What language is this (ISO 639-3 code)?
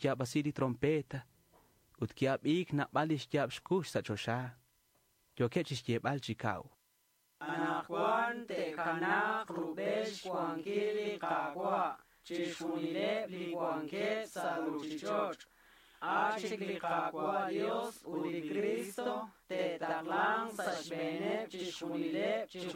kek